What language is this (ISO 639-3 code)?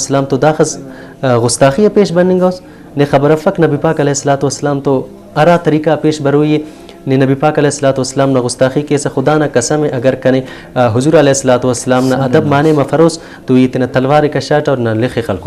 brh